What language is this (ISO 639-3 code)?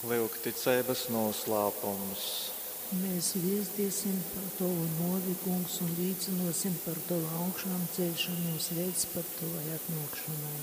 ltg